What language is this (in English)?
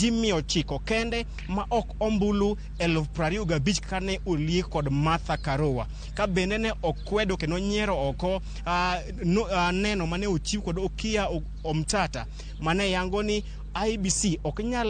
Luo (Kenya and Tanzania)